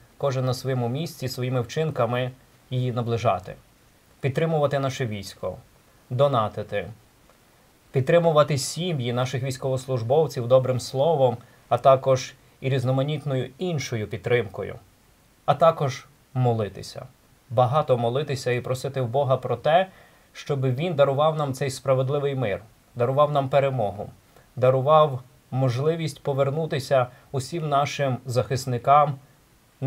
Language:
Ukrainian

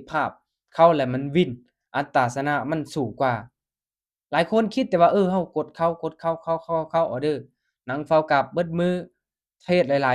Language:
Lao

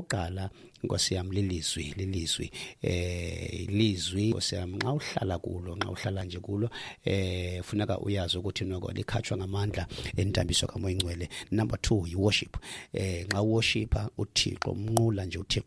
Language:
Xhosa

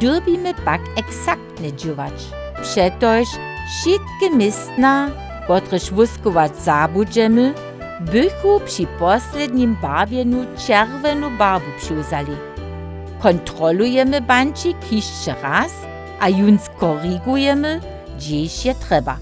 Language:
Upper Sorbian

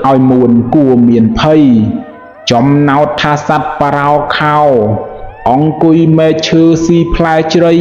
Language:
Khmer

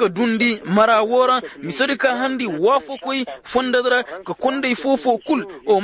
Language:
Koyraboro Senni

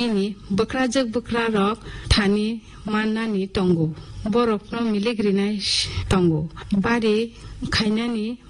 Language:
Kok Borok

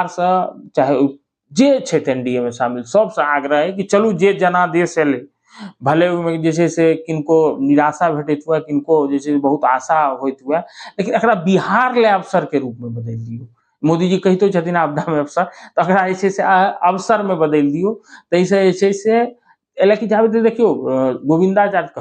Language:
Maithili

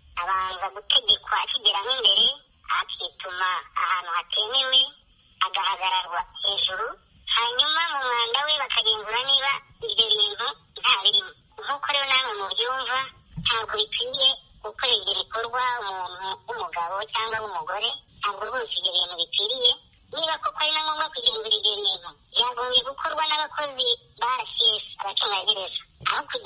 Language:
Kinyarwanda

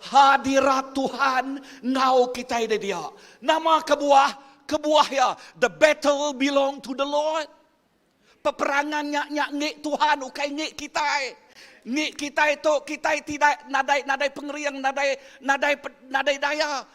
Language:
Iban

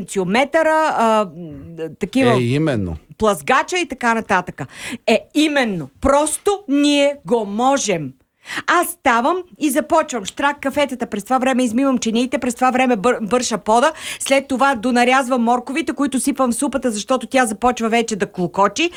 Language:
Bulgarian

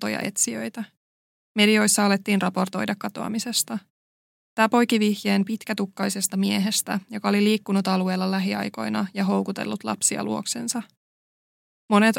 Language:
Finnish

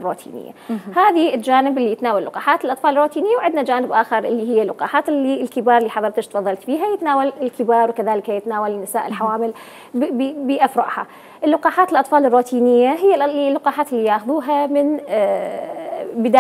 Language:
Mesopotamian Arabic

